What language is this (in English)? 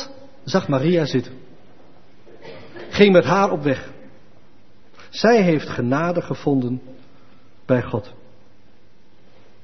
Dutch